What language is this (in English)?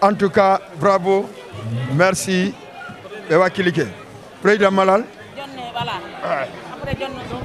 Fula